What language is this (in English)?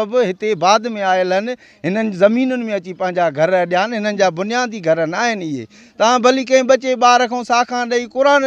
Sindhi